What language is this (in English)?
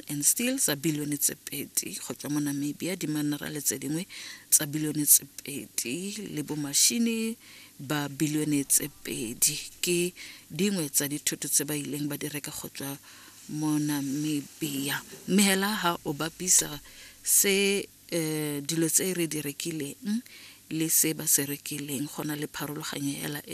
Tswana